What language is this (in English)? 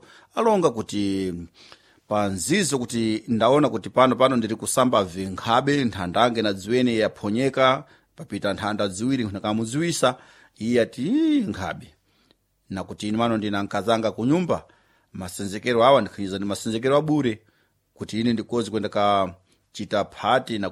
Sena